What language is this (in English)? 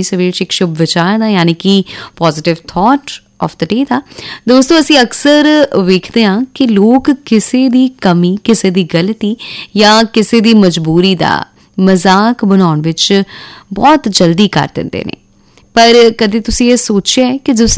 Punjabi